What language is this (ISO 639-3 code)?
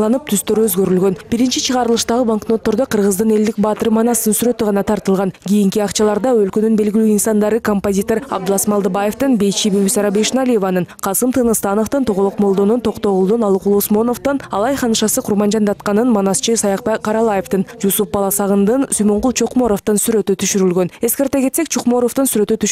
kir